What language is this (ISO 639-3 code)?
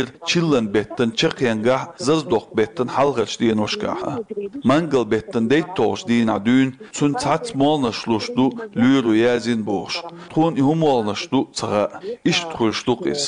che